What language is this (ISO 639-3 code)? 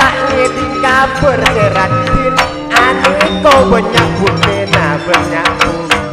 mad